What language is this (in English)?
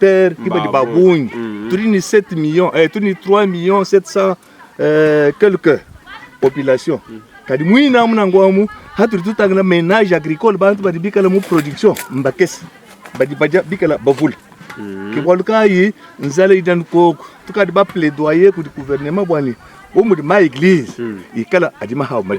Luba-Lulua